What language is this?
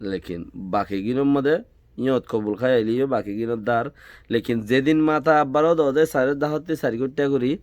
Rohingya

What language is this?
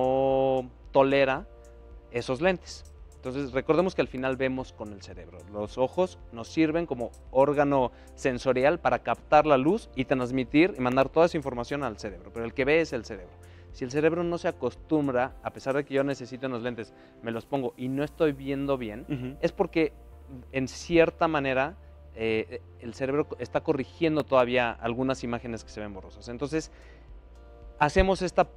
Spanish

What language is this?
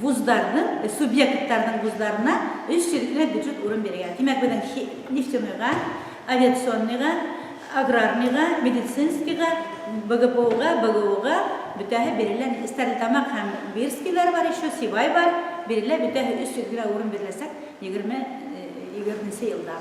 Bashkir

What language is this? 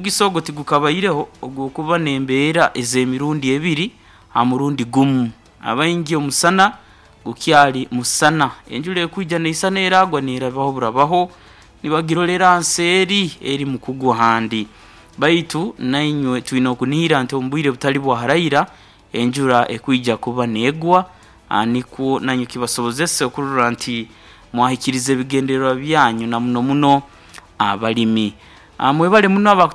Nyoro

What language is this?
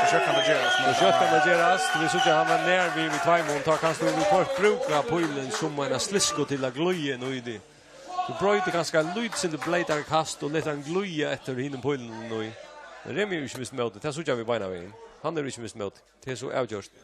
Faroese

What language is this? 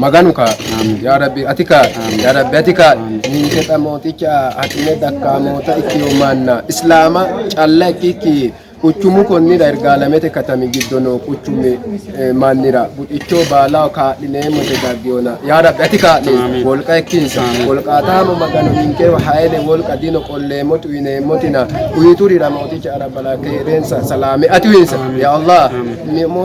Sidamo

